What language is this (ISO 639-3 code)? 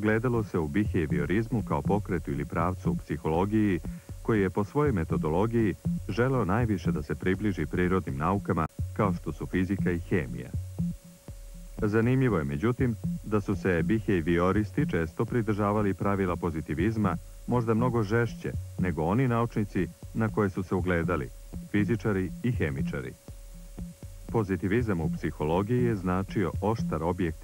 srp